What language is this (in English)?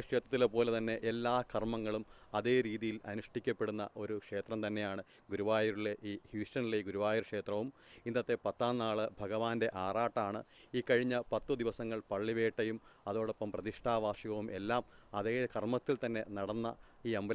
Malayalam